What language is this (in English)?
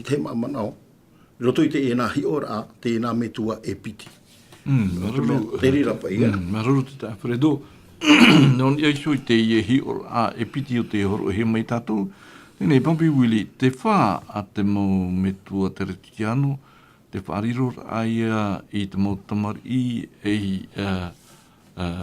Tahitian